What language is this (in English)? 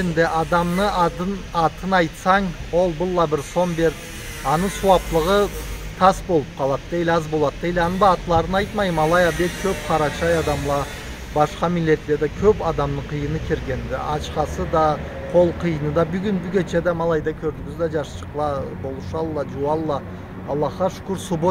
Karachay-Balkar